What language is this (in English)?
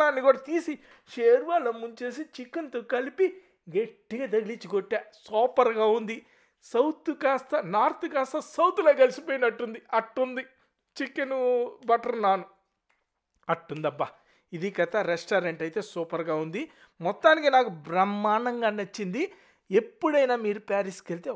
Telugu